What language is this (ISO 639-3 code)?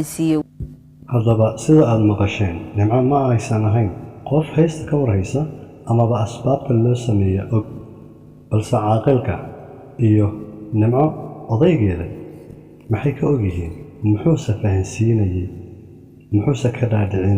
som